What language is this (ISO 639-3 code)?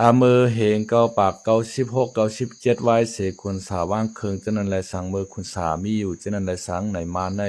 lao